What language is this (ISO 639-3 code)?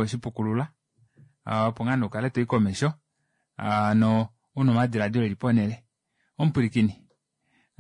kua